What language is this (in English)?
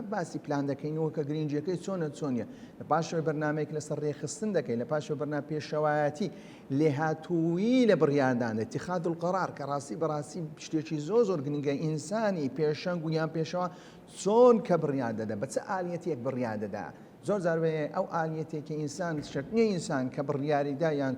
Central Kurdish